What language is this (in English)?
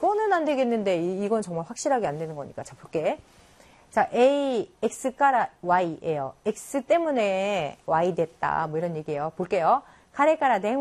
Korean